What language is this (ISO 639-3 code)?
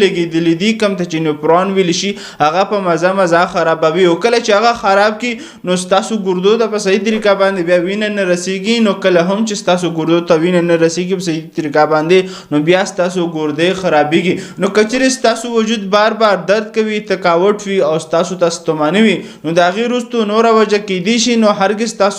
pus